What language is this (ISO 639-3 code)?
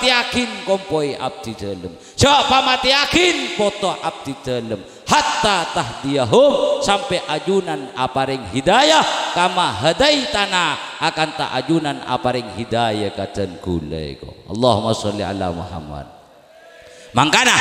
mad